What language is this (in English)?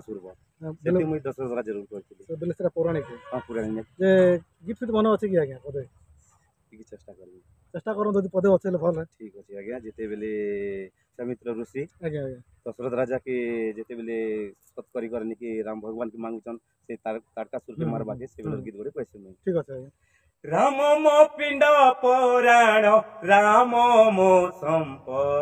Odia